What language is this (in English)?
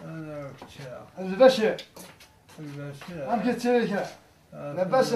Kabyle